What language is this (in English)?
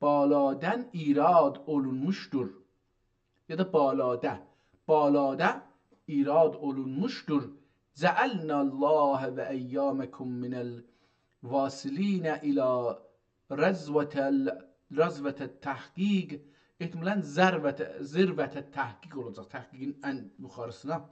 South Azerbaijani